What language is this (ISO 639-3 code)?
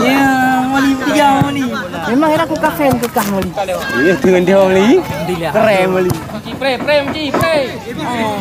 ace